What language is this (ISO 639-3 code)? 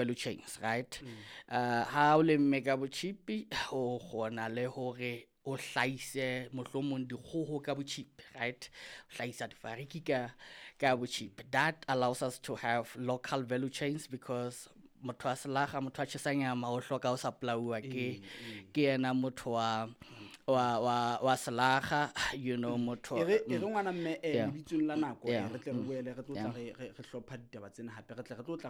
sot